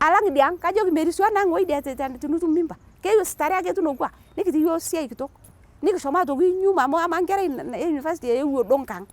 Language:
Masai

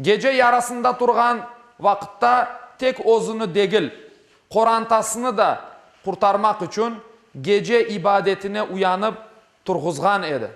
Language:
Crimean Tatar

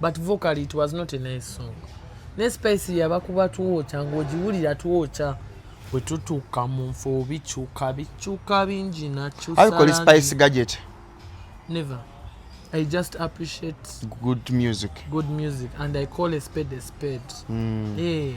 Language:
Ganda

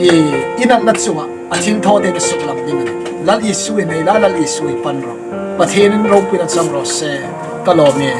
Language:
Hmar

